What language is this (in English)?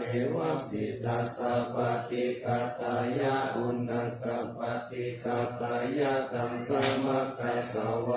Pali